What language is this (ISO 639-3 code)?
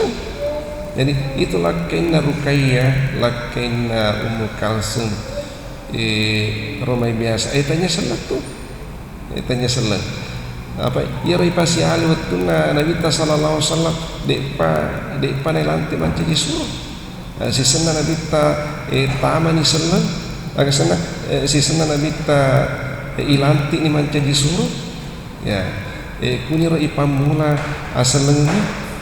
bug